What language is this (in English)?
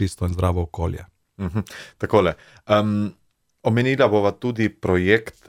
Slovenian